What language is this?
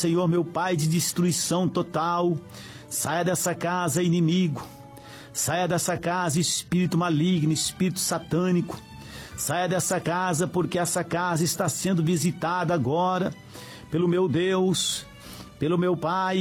Portuguese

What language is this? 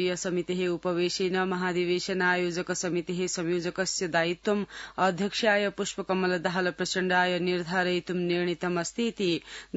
Sanskrit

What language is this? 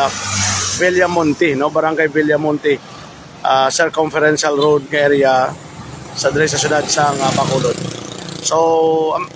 Hiligaynon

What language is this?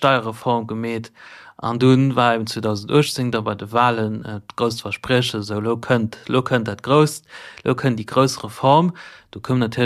Luxembourgish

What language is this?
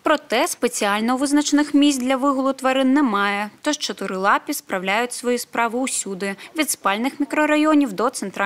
Ukrainian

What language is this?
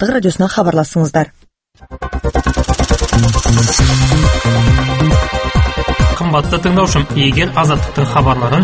Kazakh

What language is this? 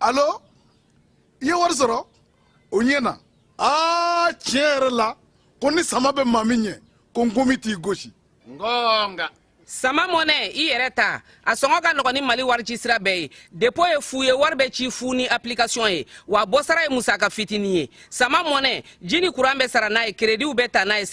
Bambara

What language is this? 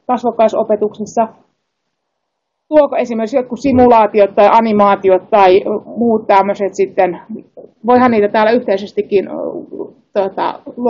Finnish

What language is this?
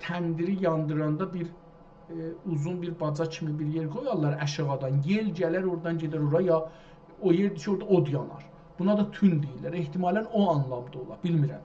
South Azerbaijani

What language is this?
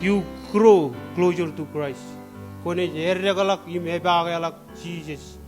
Marshallese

